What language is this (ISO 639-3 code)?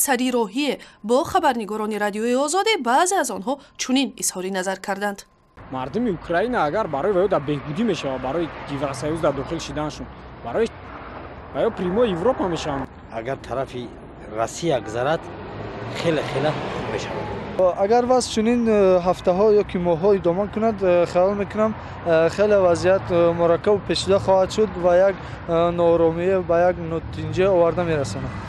tgk